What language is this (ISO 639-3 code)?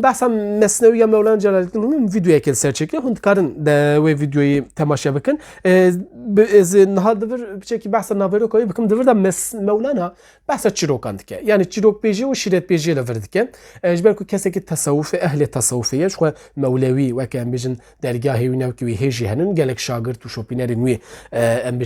kur